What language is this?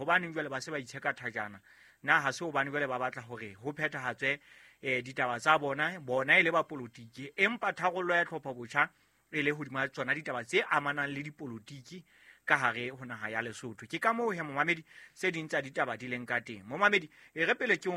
Southern Sotho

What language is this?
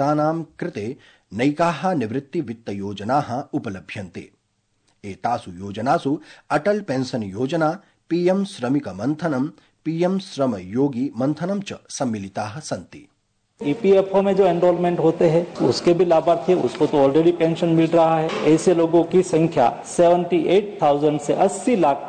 Sanskrit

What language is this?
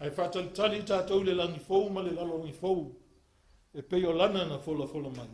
Samoan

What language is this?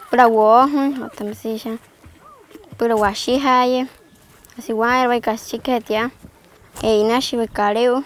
Wayuu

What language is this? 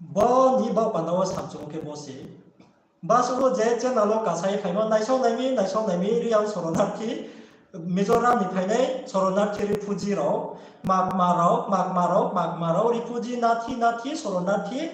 Riang (India)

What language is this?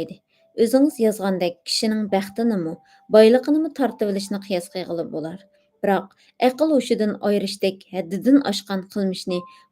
Uyghur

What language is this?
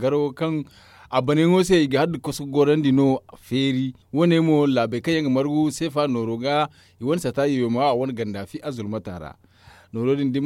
Zarma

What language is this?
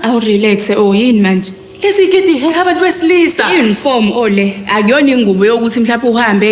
Zulu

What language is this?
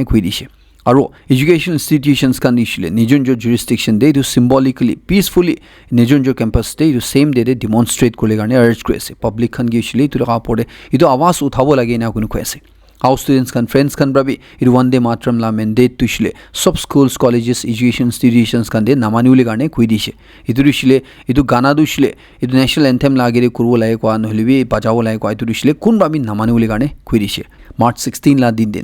Naga Pidgin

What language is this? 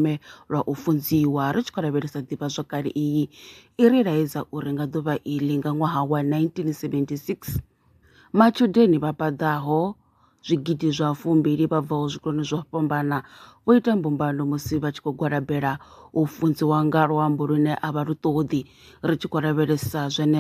Venda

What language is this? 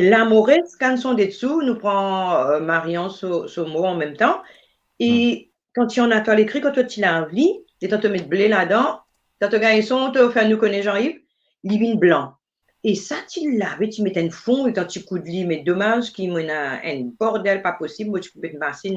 Morisyen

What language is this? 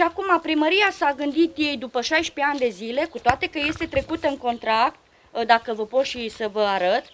Romanian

